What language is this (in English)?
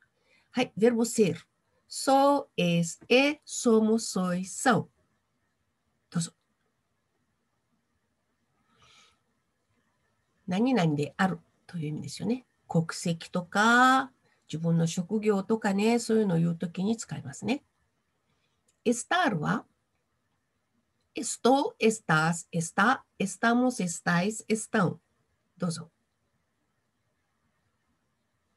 Japanese